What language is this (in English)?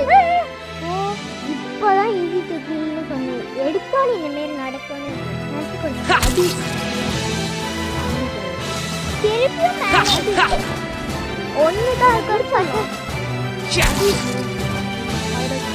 Tamil